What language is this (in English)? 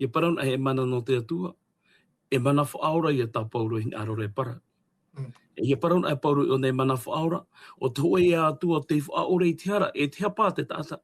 Tahitian